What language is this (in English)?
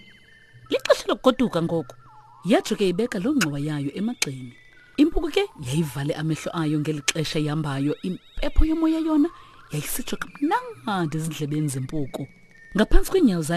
Xhosa